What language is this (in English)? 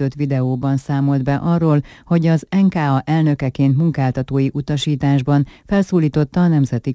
Hungarian